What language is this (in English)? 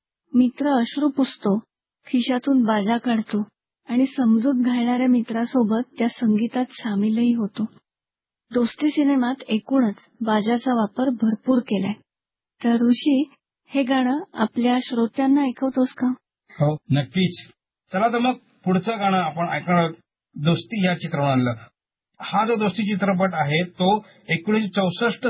Marathi